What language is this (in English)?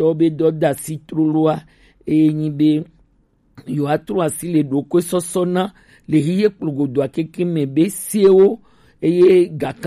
Gen